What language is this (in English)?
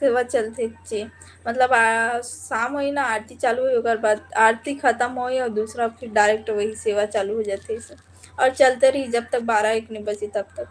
Chhattisgarhi